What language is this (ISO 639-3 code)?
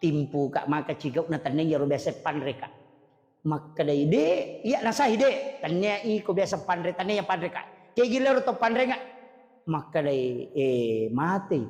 bug